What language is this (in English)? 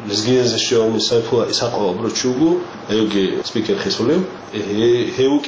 Avaric